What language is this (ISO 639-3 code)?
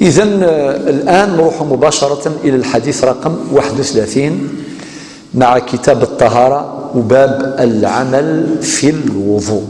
kab